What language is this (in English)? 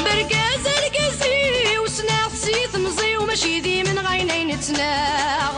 Kabyle